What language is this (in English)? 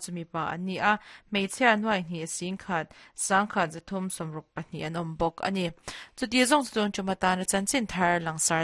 Mizo